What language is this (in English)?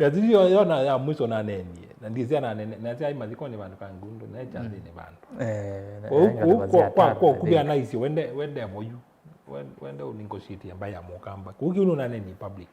Kamba